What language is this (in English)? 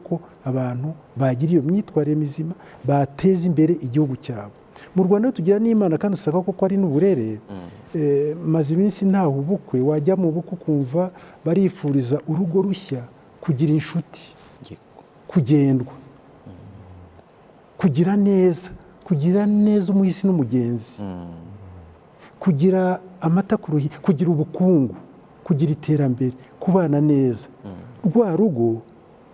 Kinyarwanda